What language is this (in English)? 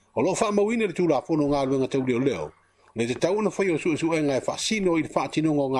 Samoan